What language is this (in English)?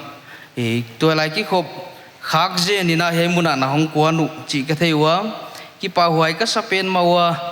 Paite Chin